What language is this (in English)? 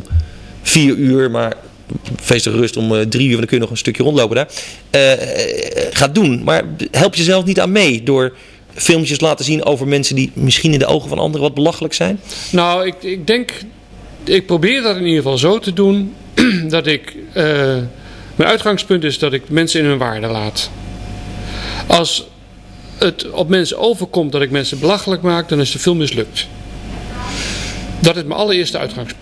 Dutch